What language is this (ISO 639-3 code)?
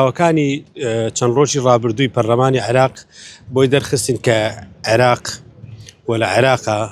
ckb